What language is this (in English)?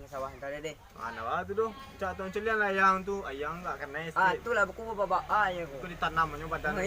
Minangkabau